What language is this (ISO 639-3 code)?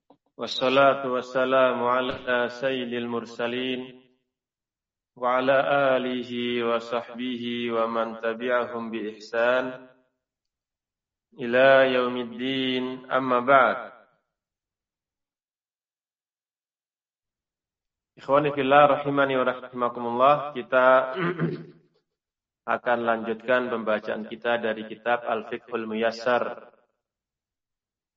ind